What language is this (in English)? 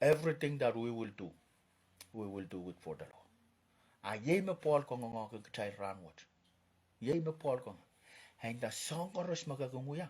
Pohnpeian